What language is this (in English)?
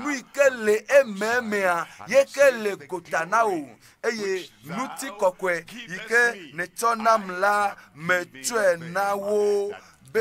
Ewe